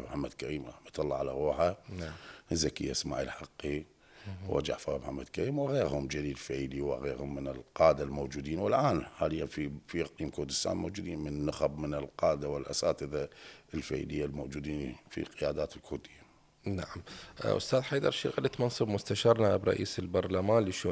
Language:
Mesopotamian Arabic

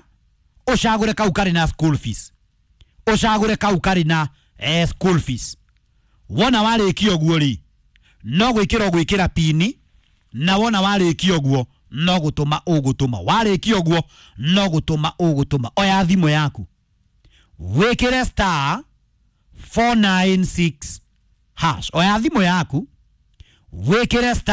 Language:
Kikuyu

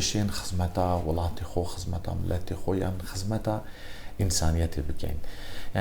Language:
Kurdish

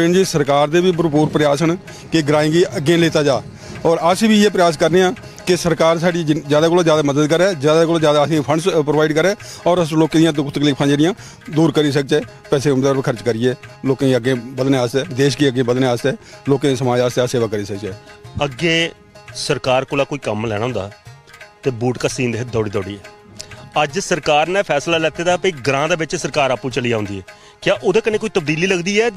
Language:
Dogri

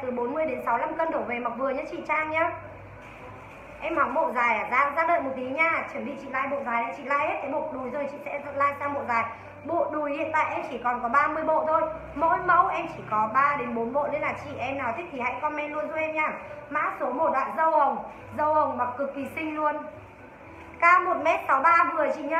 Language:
Vietnamese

